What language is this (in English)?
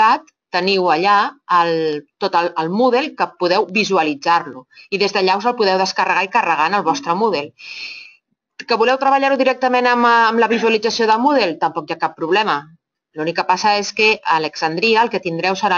Catalan